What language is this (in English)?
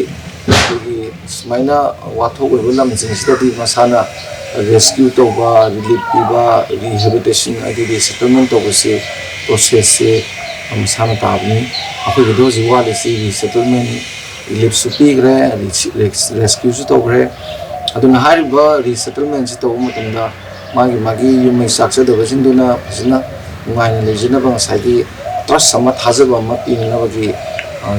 Manipuri